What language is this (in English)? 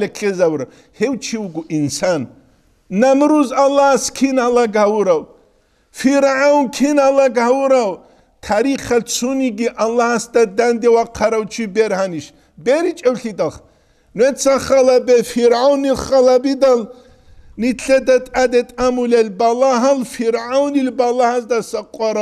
Avaric